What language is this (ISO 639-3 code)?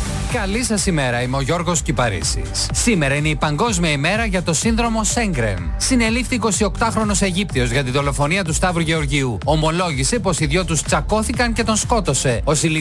ell